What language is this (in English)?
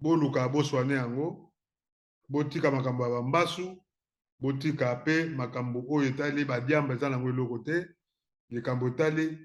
Lingala